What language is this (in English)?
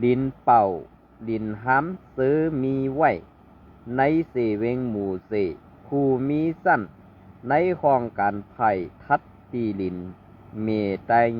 Shan